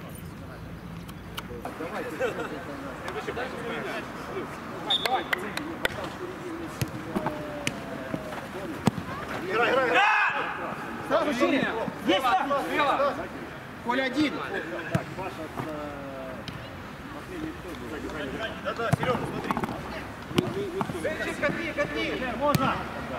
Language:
Russian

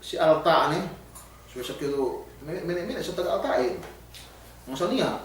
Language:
Yakan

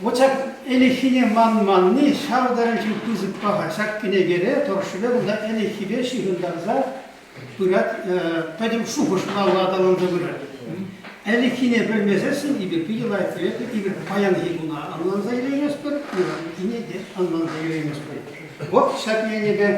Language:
Chuvash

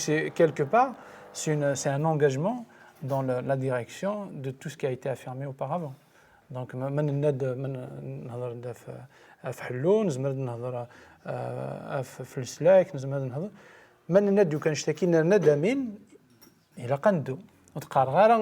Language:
Kabyle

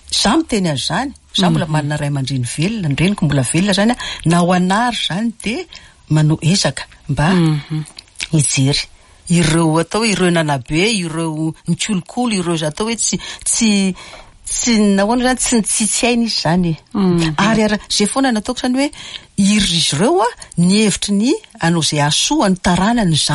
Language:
Malagasy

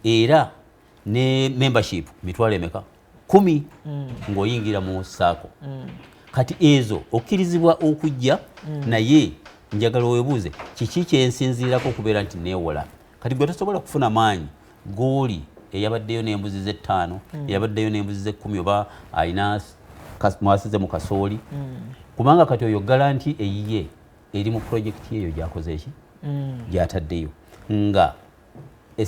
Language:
Ganda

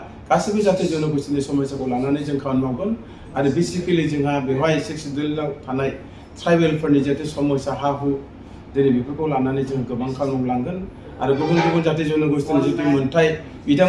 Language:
Bodo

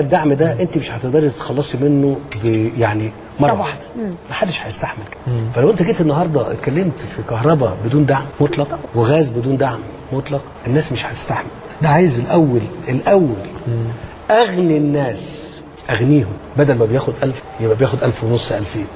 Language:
Egyptian Arabic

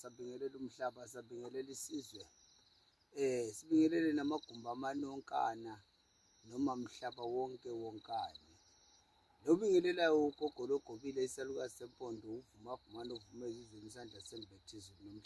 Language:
Zulu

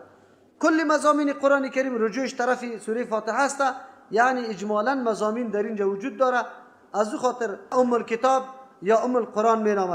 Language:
Persian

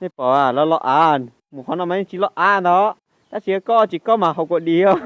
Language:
Hmong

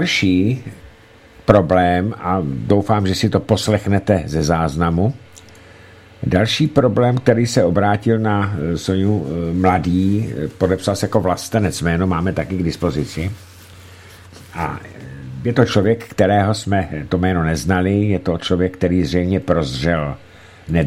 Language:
Czech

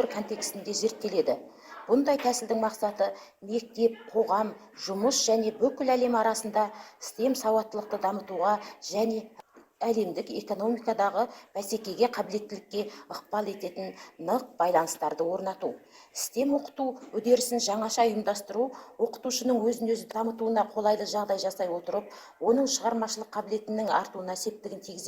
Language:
Kazakh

